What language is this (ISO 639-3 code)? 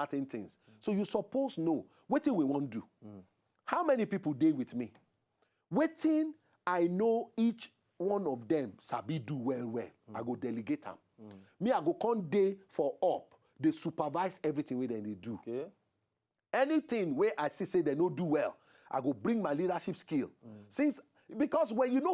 pcm